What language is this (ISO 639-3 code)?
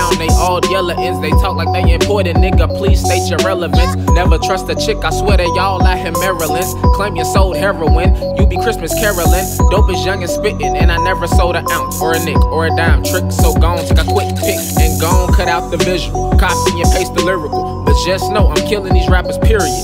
eng